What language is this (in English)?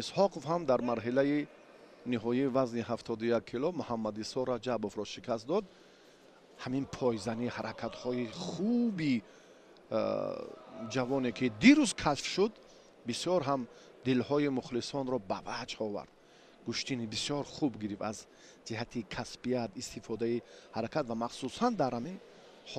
Tajik